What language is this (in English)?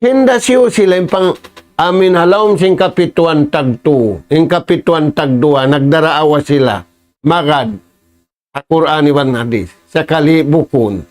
Tausug